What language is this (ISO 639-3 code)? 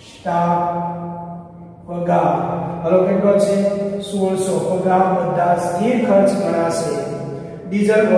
guj